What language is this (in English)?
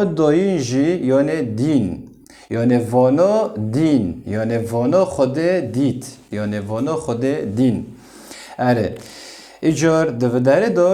Kurdish